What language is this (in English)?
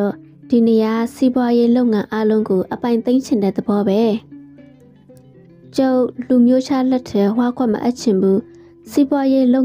Burmese